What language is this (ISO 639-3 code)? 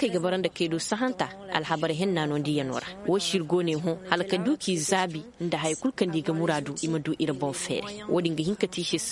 ses